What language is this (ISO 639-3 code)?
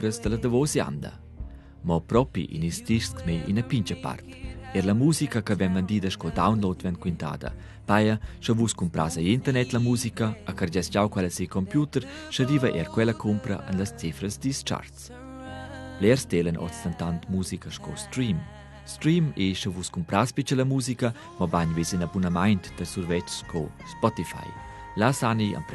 roh